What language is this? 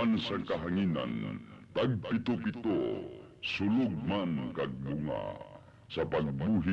Hiligaynon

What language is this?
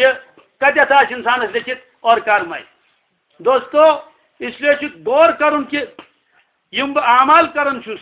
Kashmiri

